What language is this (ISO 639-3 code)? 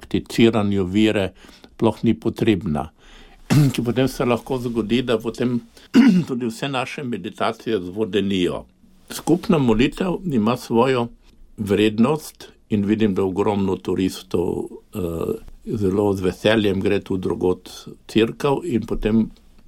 slv